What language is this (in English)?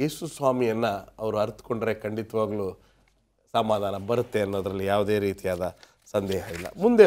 Kannada